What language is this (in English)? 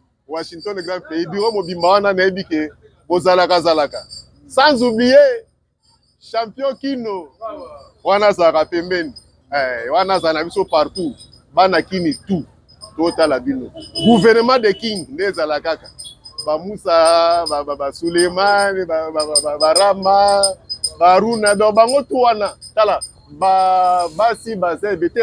Lingala